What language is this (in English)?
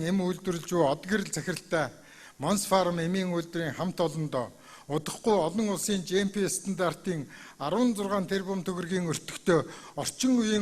Mongolian